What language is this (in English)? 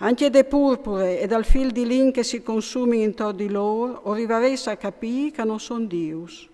Friulian